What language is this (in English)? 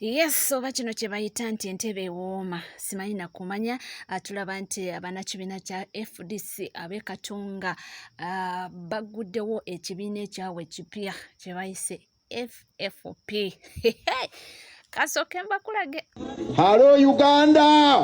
Ganda